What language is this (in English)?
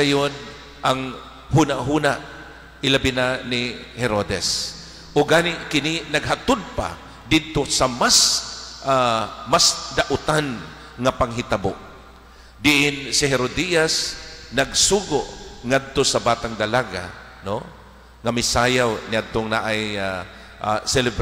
Cebuano